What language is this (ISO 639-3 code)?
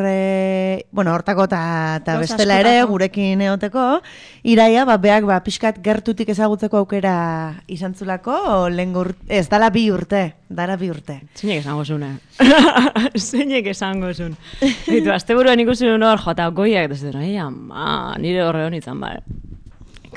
eus